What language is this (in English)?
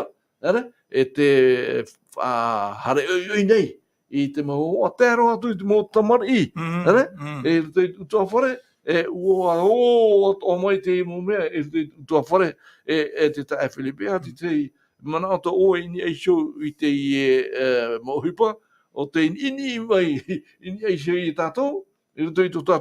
Tahitian